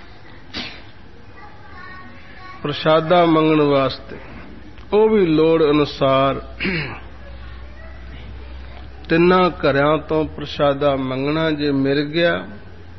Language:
Punjabi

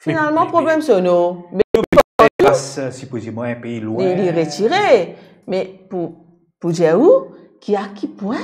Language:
Morisyen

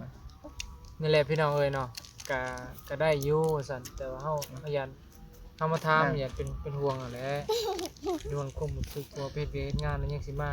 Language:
Northeastern Thai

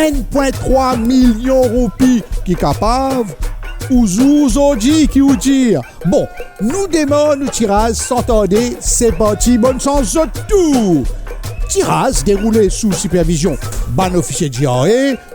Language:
Morisyen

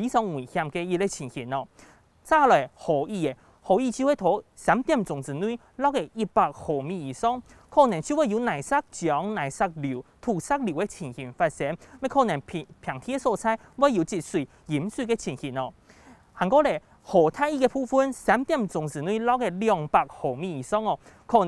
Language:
Hakka Chinese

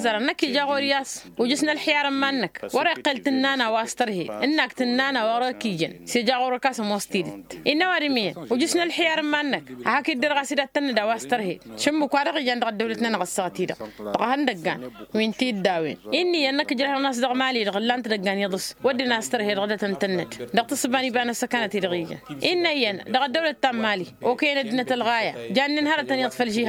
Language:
Tamasheq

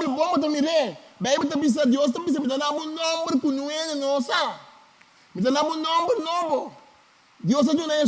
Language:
Papiamento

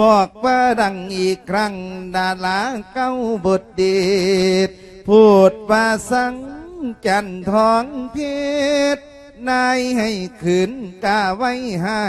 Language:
Lao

